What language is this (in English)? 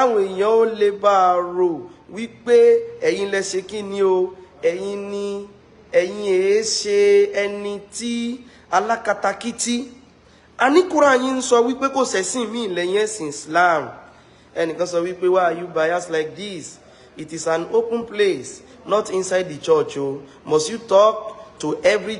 Yoruba